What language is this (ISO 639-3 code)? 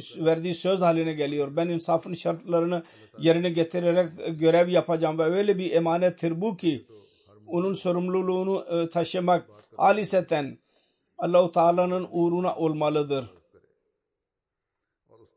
tur